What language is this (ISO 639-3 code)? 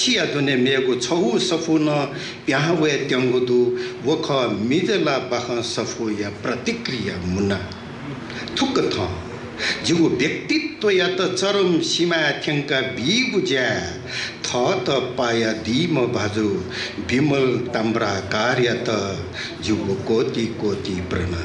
new